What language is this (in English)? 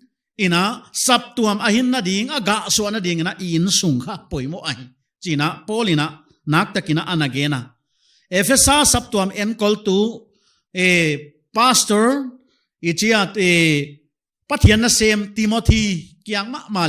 Paite Chin